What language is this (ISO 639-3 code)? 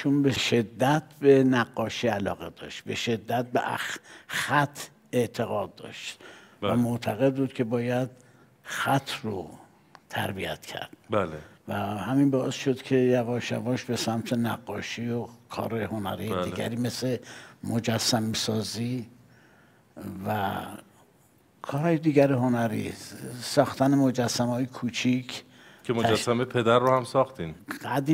fas